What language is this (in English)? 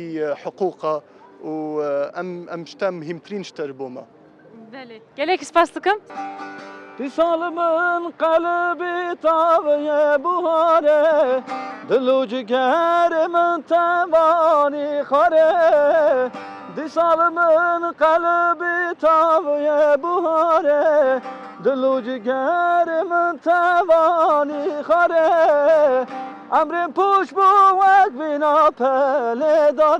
Kurdish